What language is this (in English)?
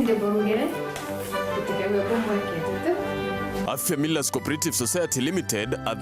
Meru